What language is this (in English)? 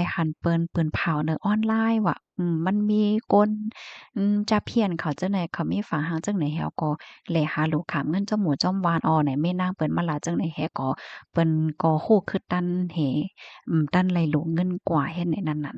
Shan